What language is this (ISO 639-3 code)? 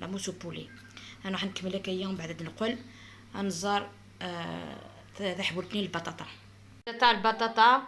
arq